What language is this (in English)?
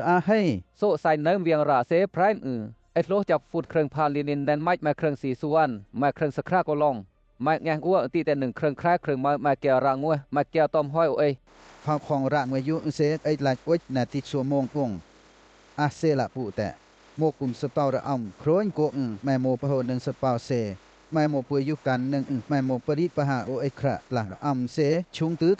Western Lawa